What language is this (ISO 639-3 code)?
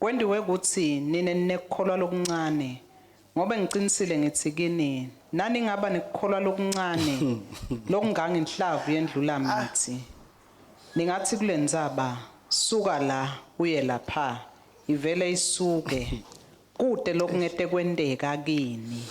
ssw